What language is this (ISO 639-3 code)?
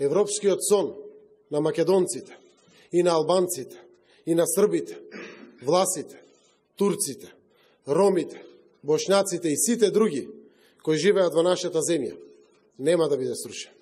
mkd